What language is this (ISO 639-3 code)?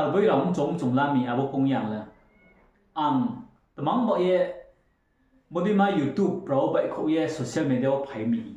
ria